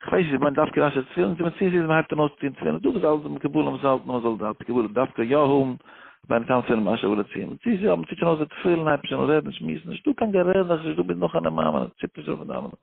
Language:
Yiddish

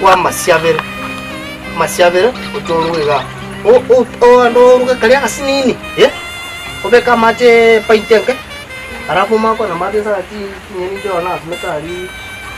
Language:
Gusii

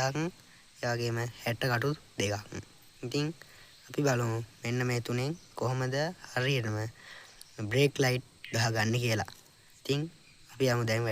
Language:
Sinhala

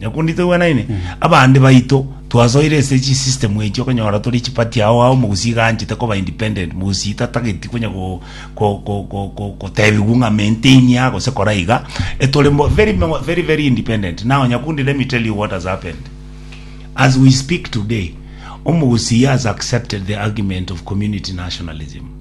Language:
Gusii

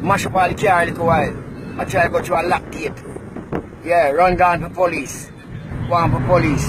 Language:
Jamaican Creole English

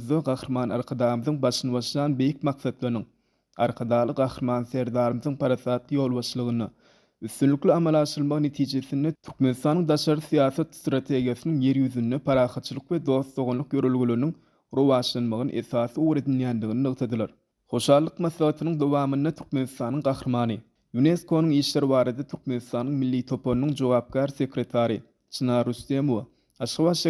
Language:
Turkmen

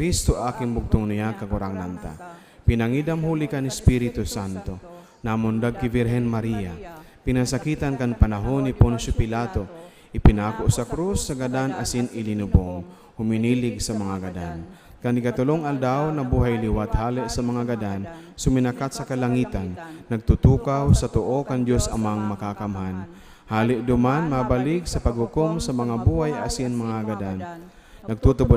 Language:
Bikol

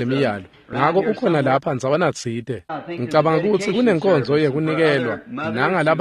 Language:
Swati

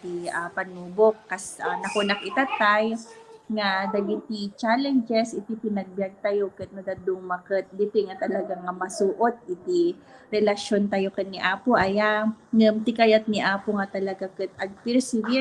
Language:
Iloko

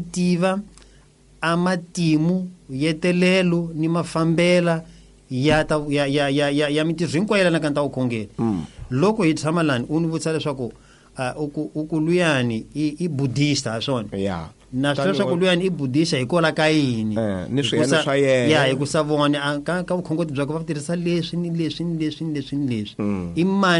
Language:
Tsonga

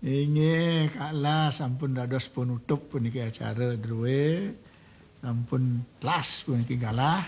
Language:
Balinese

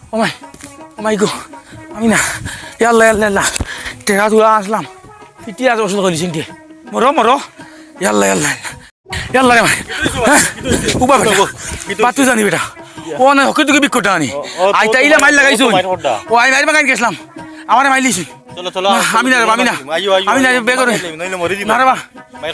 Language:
Sylheti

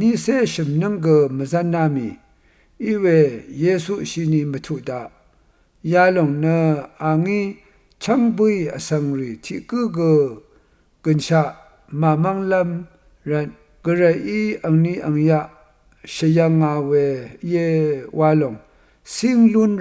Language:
Rawang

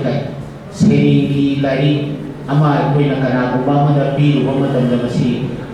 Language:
Manipuri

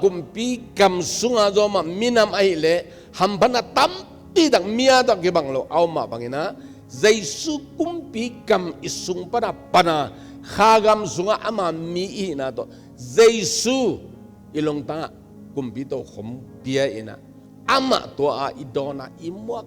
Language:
Tedim Chin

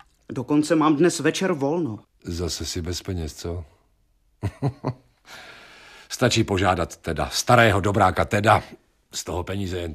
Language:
Czech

